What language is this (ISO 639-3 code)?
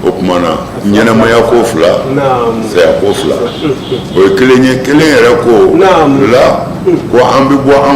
bam